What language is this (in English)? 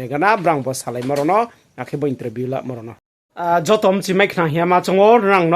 Riang (India)